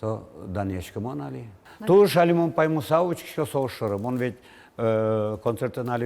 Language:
Udmurt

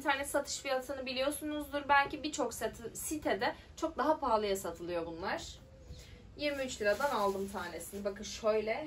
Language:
Turkish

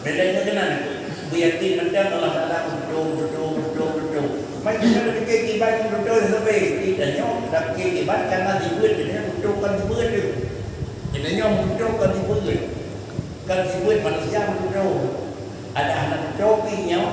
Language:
Achinese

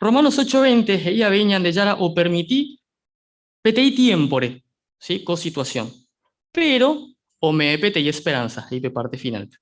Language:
Guarani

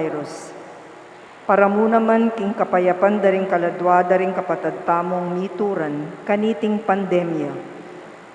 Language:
Pampanga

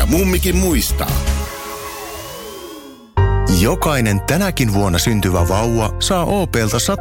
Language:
Finnish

